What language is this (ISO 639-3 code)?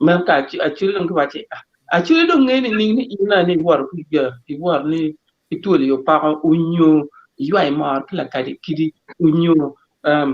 ach